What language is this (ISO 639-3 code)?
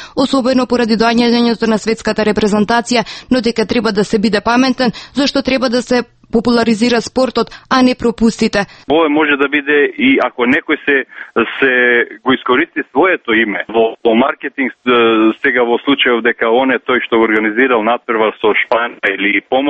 mkd